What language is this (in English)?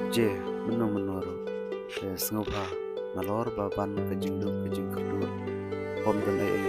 Khasi